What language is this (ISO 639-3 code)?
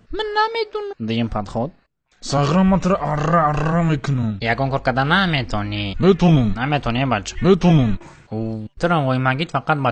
tgk